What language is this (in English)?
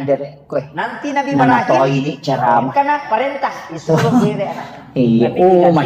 Buginese